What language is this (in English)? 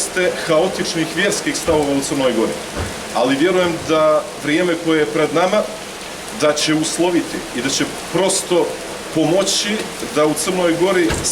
Serbian